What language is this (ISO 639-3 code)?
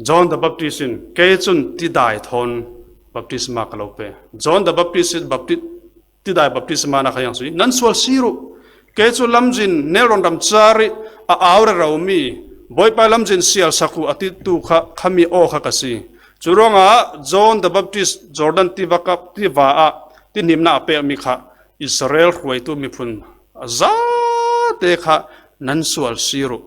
cfm